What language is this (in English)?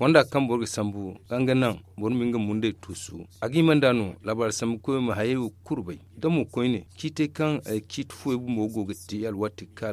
Zarma